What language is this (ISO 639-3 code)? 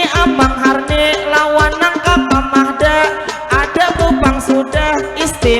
bjn